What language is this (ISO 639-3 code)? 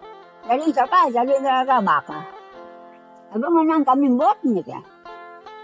msa